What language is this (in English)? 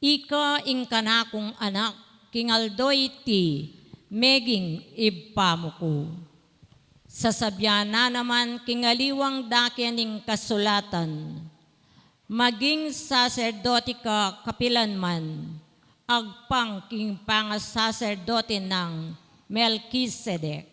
Pampanga